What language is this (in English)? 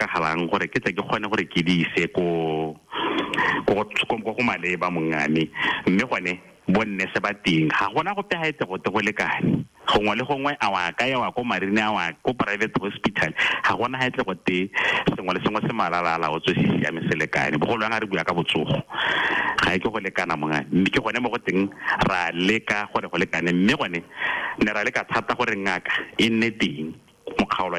Tswana